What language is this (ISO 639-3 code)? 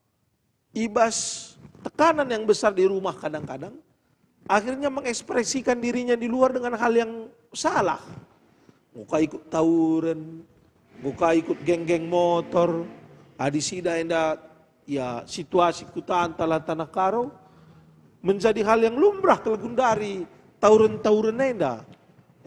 btx